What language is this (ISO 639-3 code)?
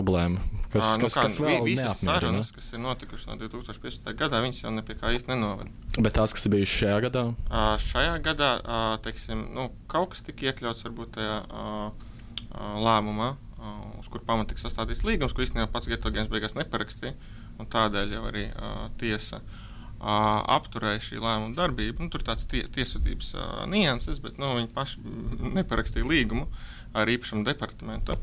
lav